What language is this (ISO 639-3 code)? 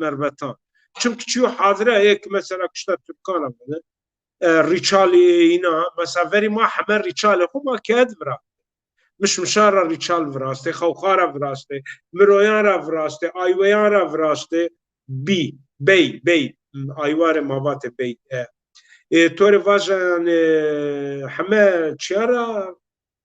zza